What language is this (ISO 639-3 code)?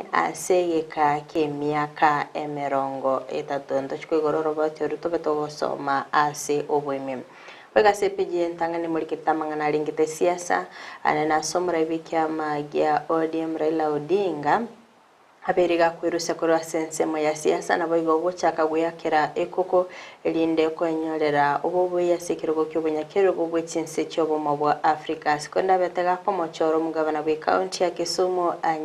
guz